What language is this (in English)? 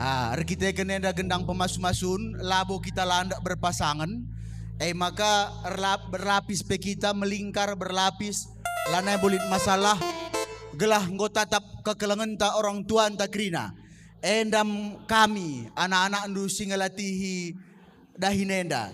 Batak Karo